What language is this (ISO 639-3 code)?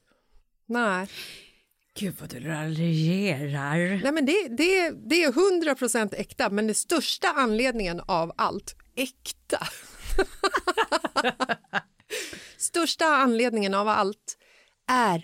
swe